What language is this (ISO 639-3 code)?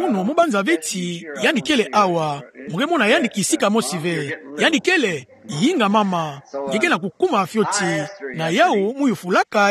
ktu